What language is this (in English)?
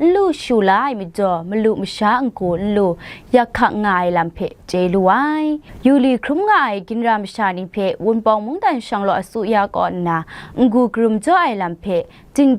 Kachin